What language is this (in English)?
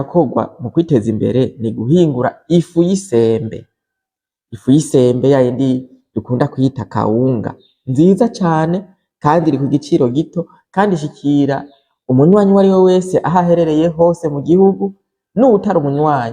Rundi